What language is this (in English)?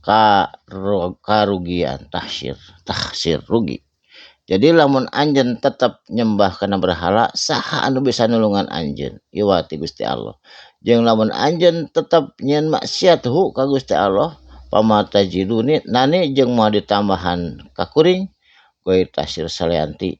Sundanese